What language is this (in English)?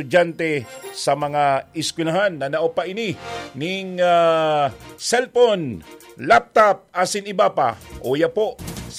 Bikol